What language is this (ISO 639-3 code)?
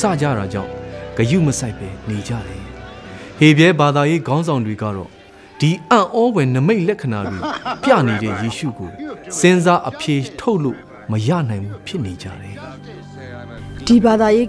mya